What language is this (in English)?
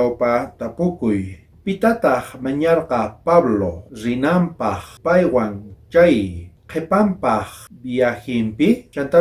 South Bolivian Quechua